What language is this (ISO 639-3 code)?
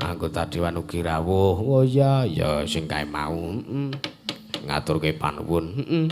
jav